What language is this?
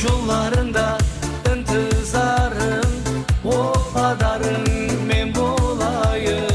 Kara-Kalpak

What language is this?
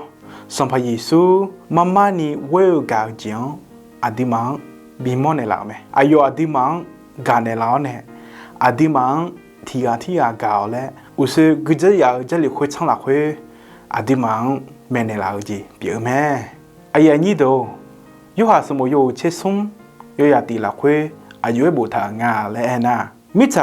Akha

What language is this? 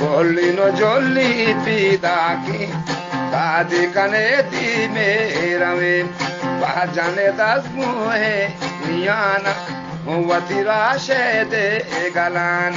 Eastern Balochi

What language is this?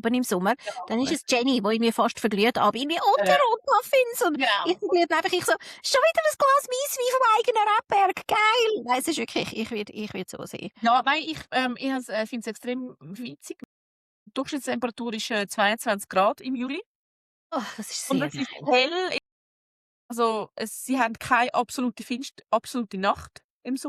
Swiss German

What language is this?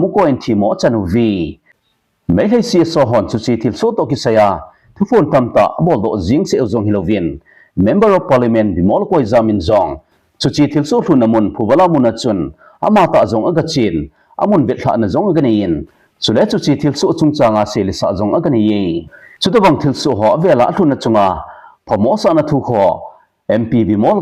Thado Chin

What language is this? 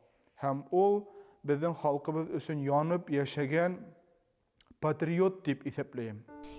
Bashkir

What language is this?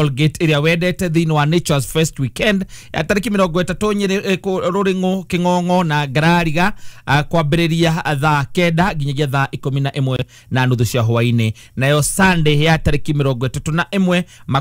Kikuyu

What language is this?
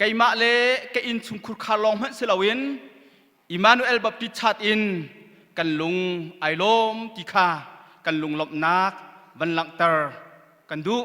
Hakha Chin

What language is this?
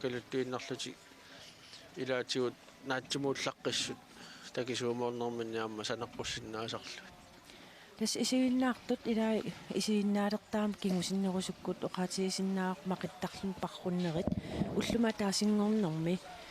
Kalaallisut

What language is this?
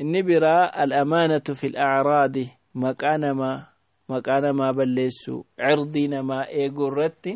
Oromo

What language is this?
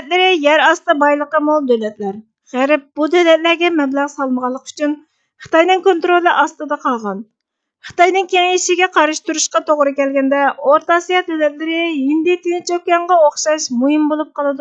Uyghur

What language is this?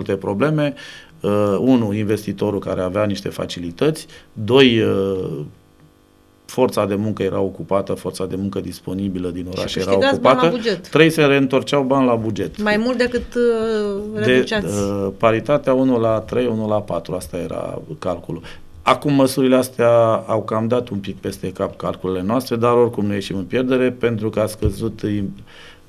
Romanian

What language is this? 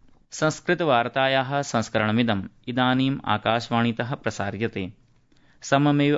Sanskrit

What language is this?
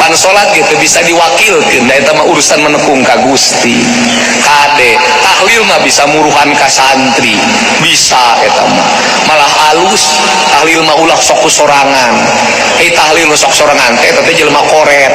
Sundanese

